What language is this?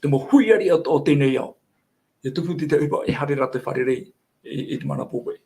Tahitian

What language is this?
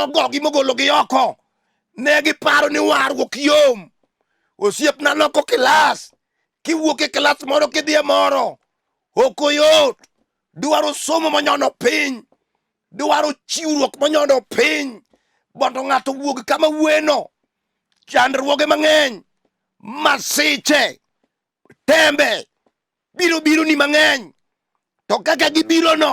Luo (Kenya and Tanzania)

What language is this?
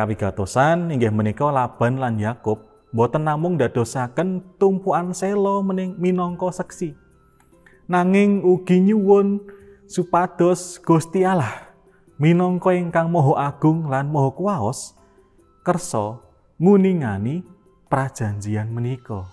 Javanese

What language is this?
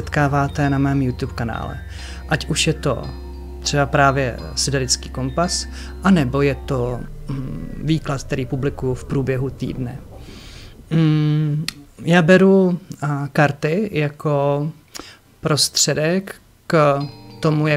Czech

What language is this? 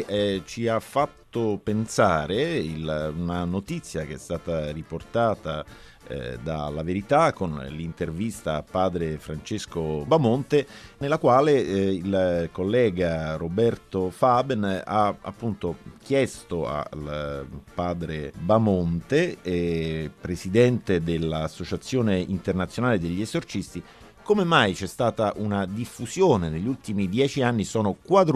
Italian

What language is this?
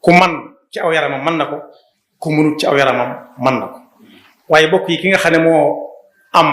Wolof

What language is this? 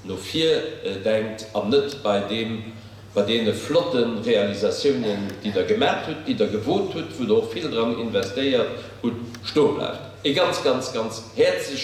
Luxembourgish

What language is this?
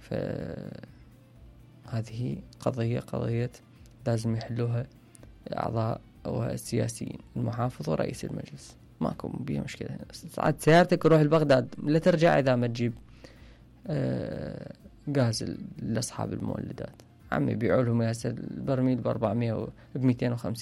Mesopotamian Arabic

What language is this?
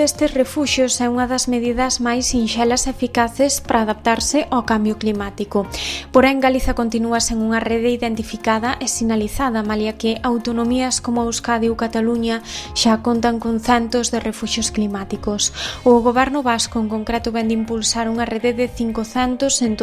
Galician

